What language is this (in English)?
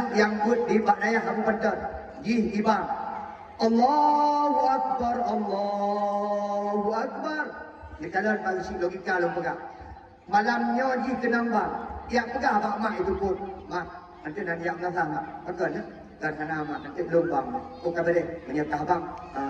Achinese